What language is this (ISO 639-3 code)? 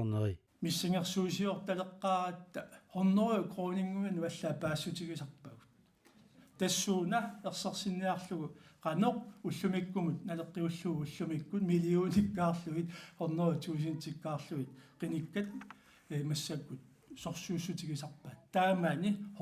kal